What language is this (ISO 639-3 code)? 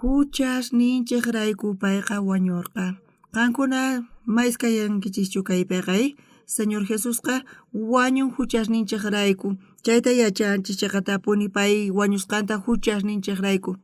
quh